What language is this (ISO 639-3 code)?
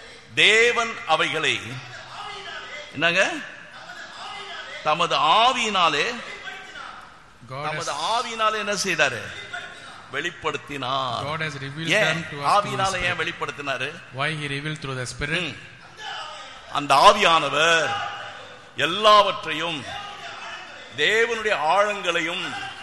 tam